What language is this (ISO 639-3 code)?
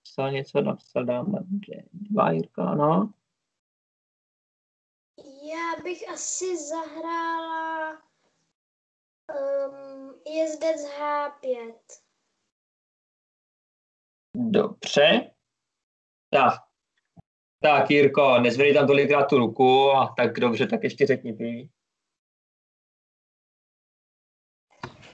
ces